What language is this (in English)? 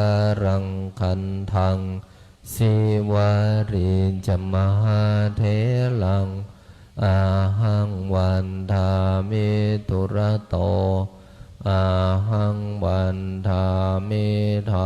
Pali